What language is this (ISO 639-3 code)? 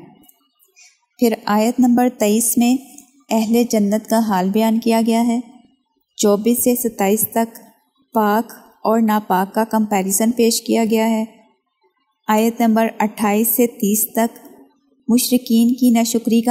urd